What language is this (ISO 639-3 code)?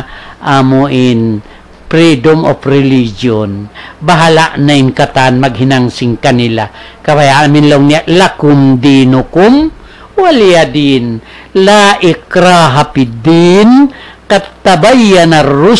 tsg